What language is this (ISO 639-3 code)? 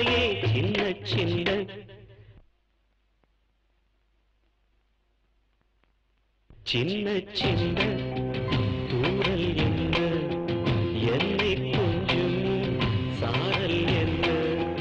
tam